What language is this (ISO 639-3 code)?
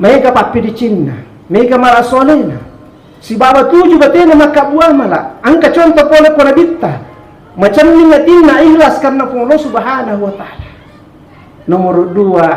bug